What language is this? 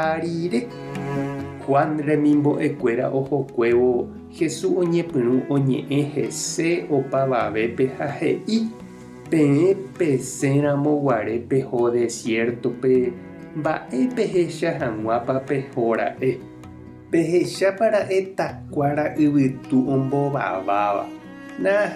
Guarani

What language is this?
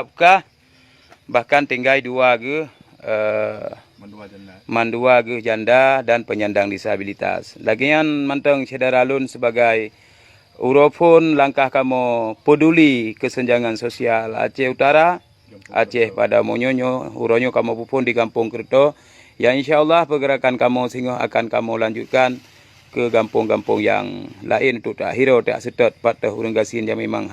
Achinese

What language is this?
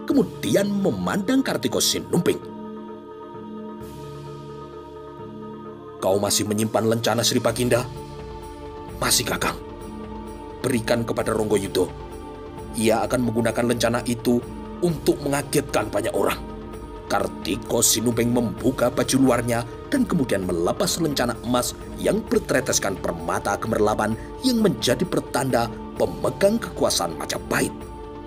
Indonesian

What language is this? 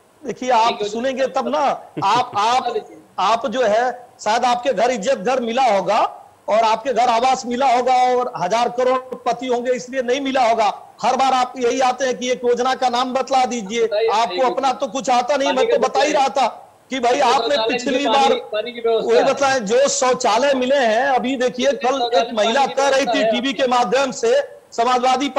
Hindi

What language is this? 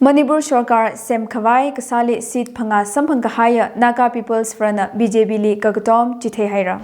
Tangkhul Naga (India)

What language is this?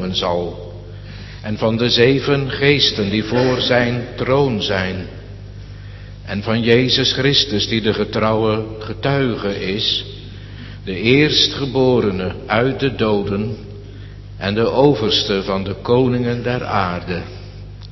Dutch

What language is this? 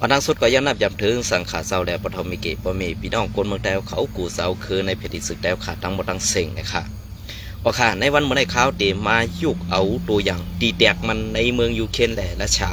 Shan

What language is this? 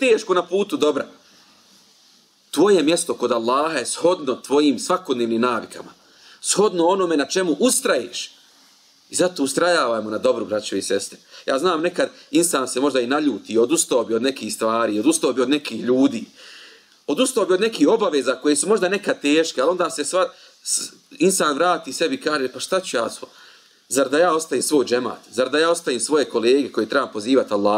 Bosnian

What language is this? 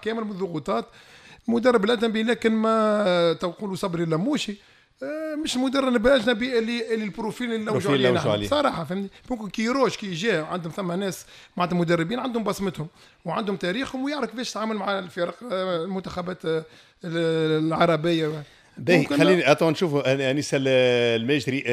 Tunisian Arabic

